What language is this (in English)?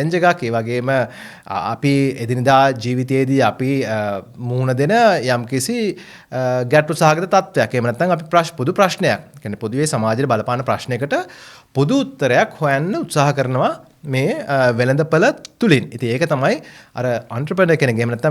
Sinhala